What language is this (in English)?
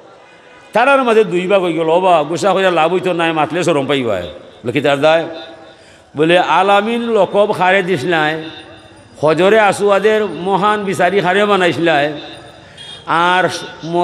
Sylheti